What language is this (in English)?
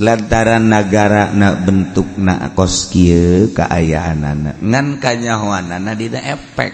Sundanese